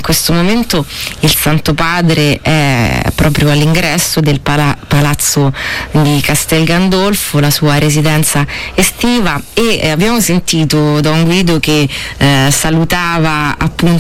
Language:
Italian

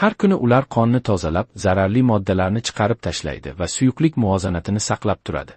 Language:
Uzbek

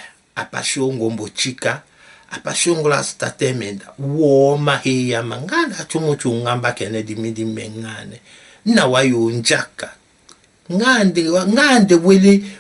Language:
Tetela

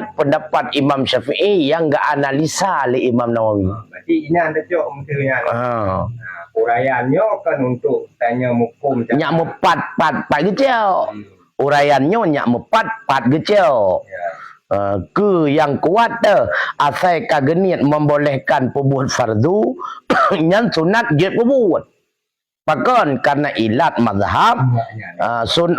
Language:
Achinese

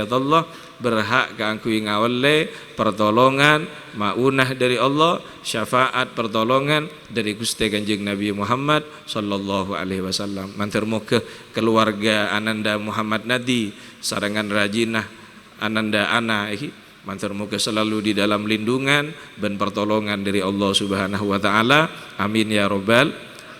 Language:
Madurese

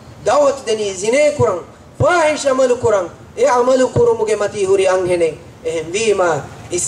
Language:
Divehi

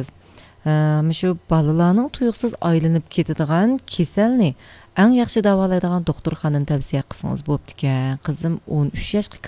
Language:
Uyghur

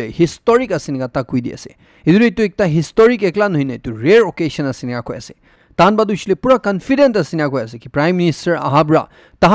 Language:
Naga Pidgin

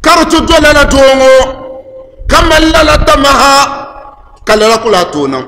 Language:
Dagbani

